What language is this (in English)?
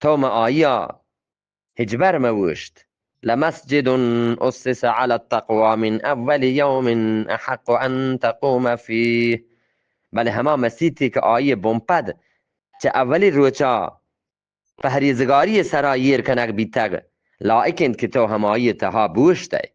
Eastern Balochi